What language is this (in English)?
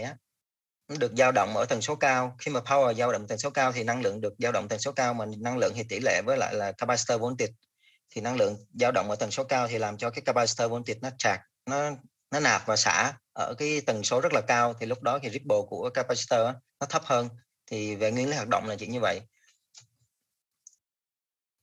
Vietnamese